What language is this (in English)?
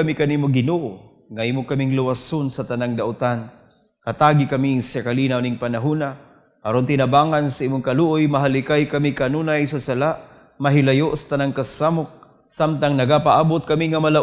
Cebuano